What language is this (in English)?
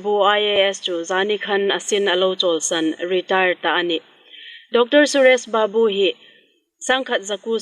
Hmar